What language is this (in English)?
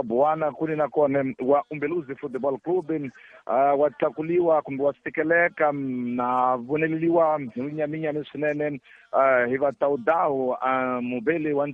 Tsonga